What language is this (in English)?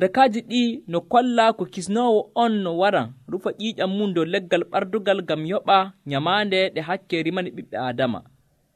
Nigerian Fulfulde